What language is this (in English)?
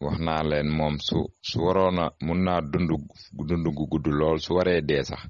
Wolof